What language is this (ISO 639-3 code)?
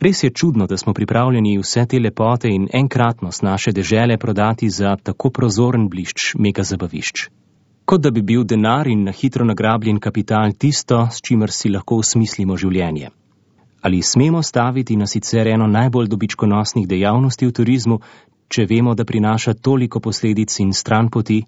slv